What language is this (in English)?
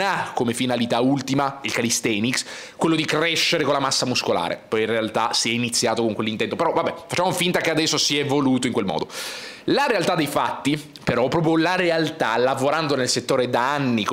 Italian